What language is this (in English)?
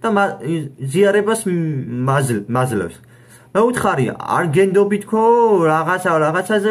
Georgian